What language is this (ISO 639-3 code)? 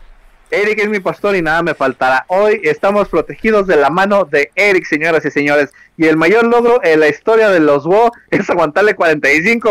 spa